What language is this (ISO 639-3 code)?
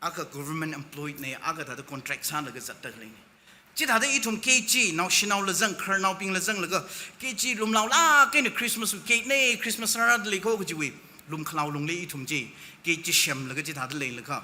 nmf